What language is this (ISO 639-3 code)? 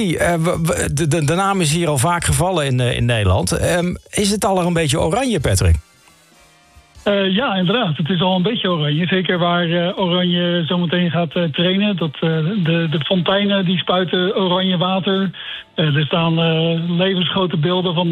nld